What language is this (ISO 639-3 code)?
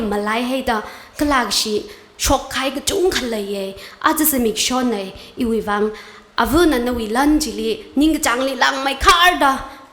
nmf